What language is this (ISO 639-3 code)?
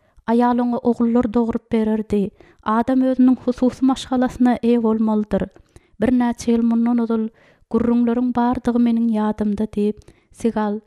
tuk